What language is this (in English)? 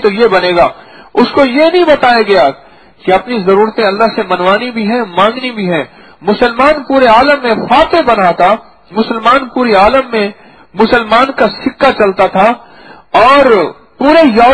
Urdu